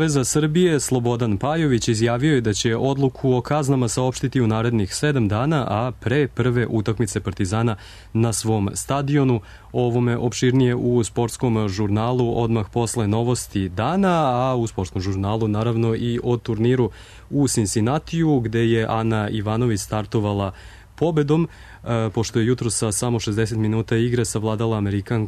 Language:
Serbian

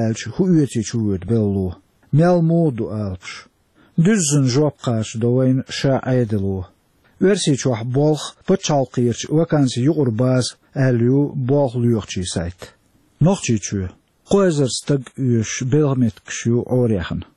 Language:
Chechen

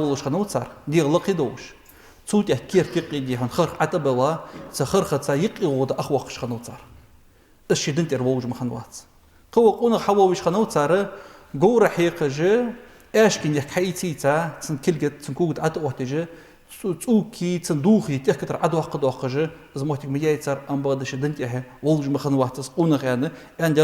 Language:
Ingush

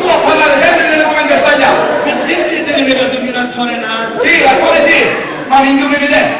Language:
Sicilian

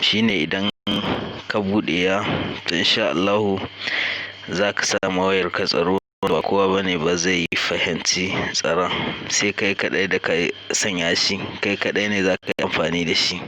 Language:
Hausa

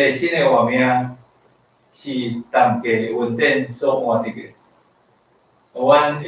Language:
Min Nan Chinese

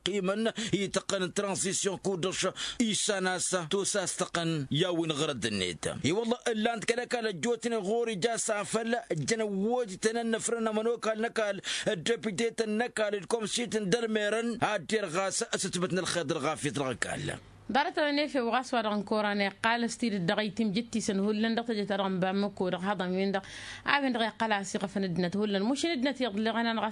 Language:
Tamasheq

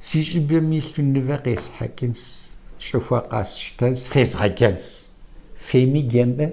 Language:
Kabardian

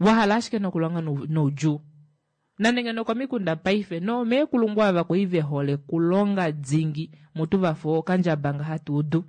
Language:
Kuanyama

